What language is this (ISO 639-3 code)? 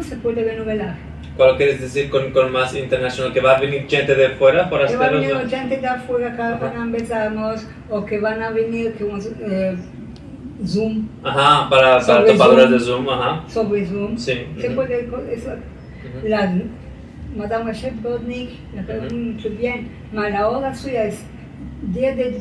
lad